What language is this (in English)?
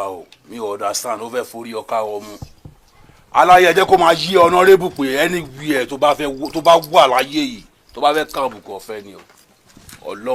Yoruba